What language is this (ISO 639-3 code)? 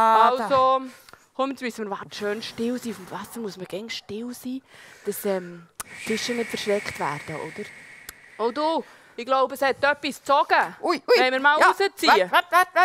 gsw